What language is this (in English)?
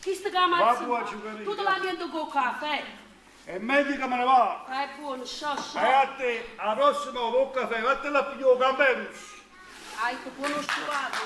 Neapolitan